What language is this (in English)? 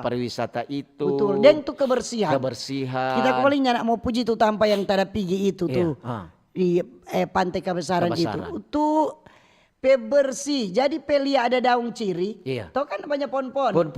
Manado Malay